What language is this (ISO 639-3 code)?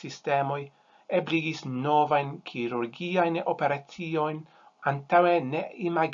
epo